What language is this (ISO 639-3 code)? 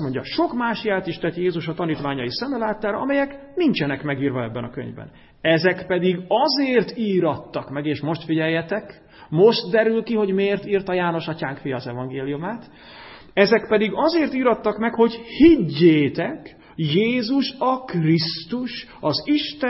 hun